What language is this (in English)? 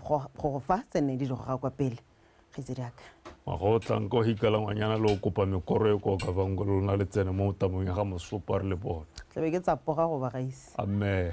Tswana